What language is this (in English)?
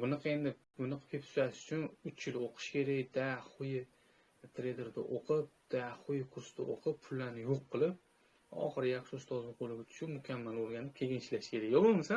Uzbek